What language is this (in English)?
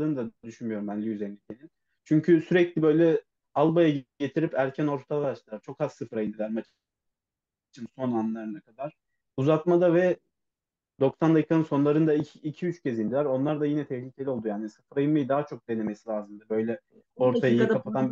Turkish